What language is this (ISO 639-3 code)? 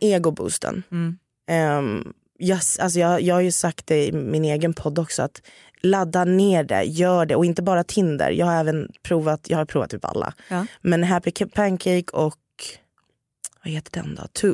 swe